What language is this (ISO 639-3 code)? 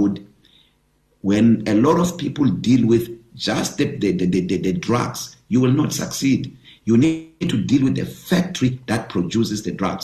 eng